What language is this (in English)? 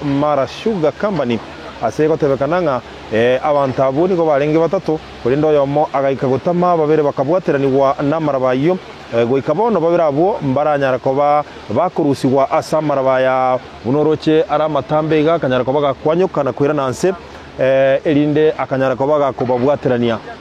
Gusii